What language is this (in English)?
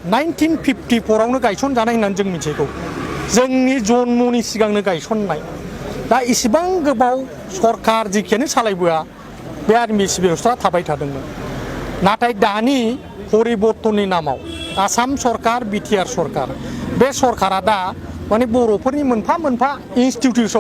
Bodo